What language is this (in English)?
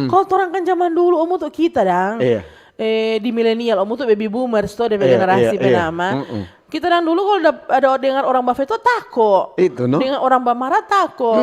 Manado Malay